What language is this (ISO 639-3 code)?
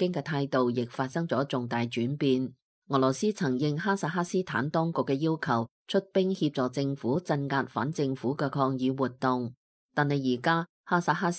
yue